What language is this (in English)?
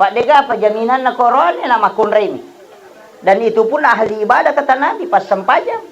Buginese